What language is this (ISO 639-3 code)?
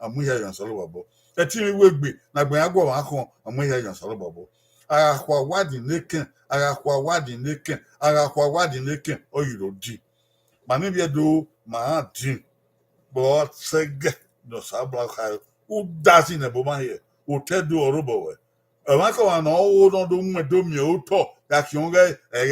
bin